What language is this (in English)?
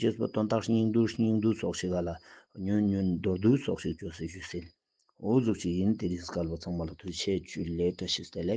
Ladakhi